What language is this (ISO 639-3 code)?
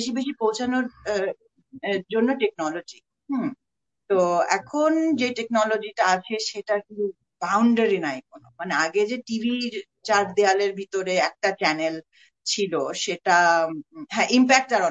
ben